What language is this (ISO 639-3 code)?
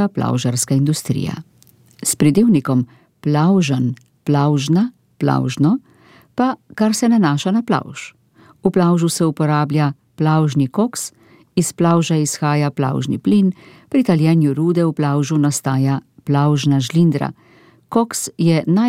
slv